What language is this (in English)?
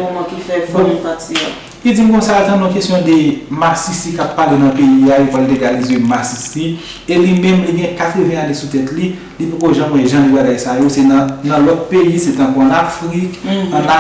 Haitian Creole